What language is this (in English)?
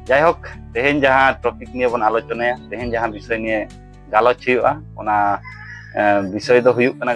Santali